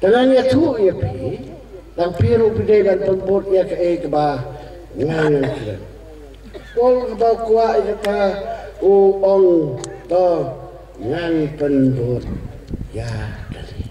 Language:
Khasi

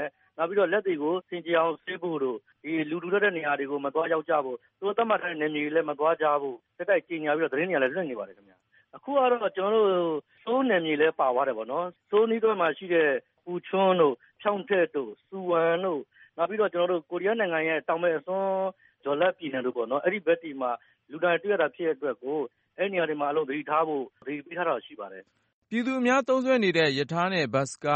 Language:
Burmese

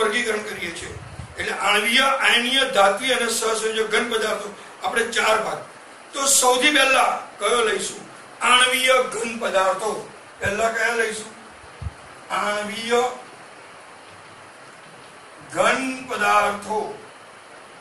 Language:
Gujarati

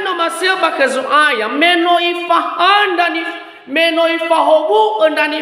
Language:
Nias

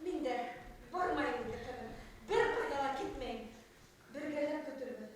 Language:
Bashkir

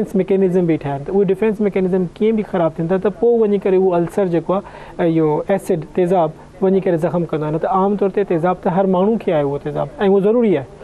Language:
Sindhi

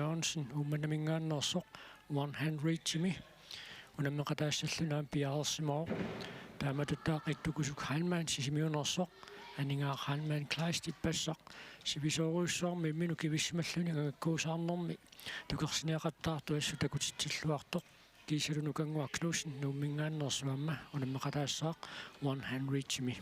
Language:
Kalaallisut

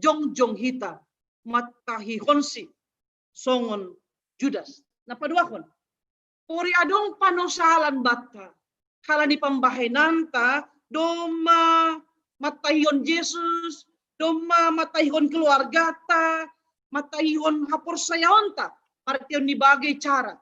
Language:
Batak Simalungun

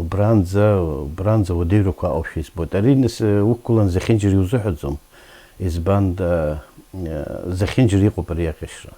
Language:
Abkhazian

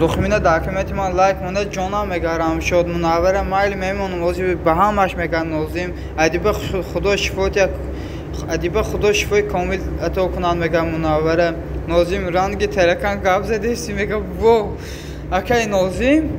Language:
Tajik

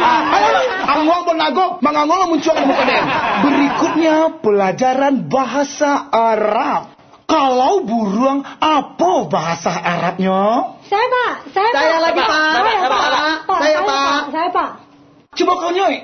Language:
Minangkabau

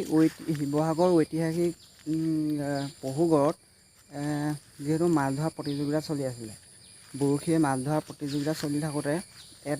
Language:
Assamese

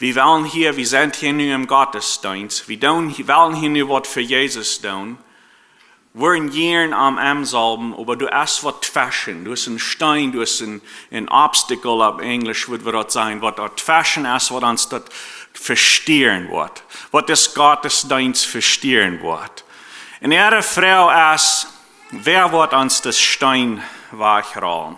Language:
Plautdietsch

